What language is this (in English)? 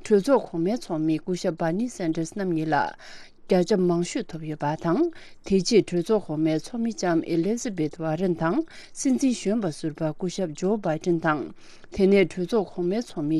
Tibetan